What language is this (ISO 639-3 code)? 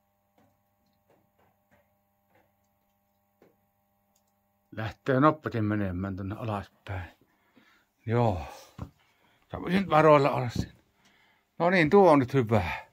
fin